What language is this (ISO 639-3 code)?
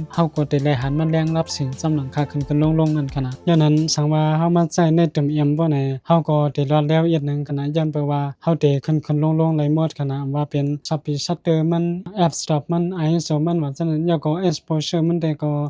shn